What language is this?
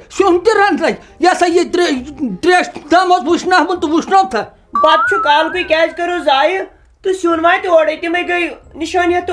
Kashmiri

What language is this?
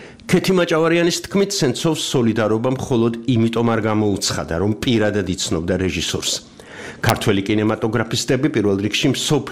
Georgian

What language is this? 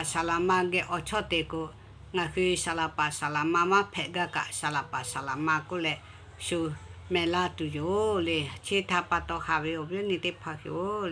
Lahu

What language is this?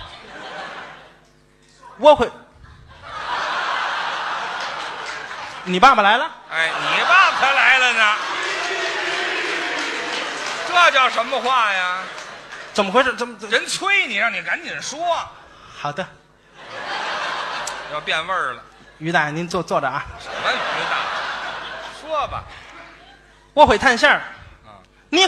Chinese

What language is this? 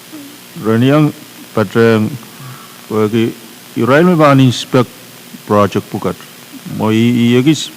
Pohnpeian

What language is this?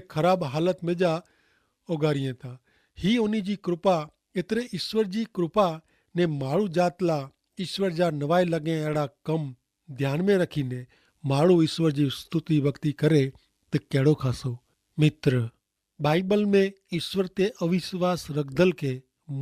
Kachhi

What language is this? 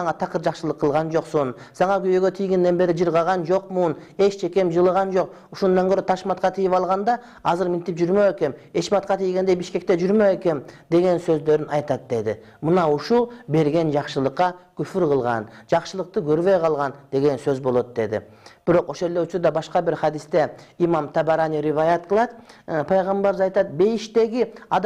Kyrgyz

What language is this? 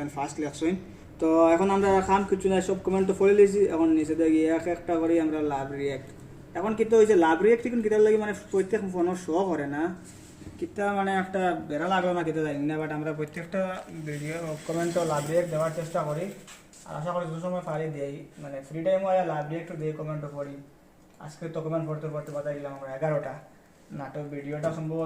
Sylheti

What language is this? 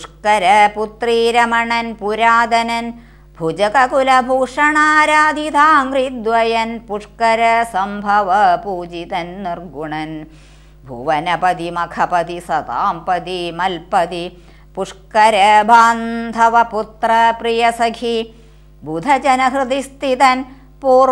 Malayalam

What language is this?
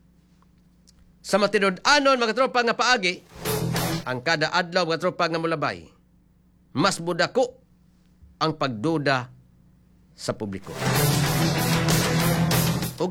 Cebuano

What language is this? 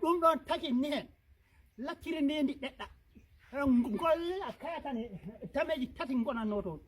Fula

